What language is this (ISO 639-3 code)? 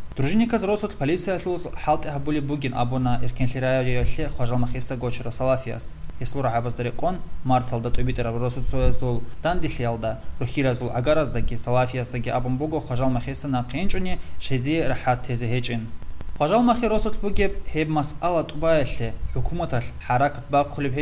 ava